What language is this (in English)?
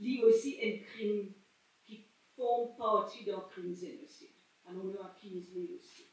Morisyen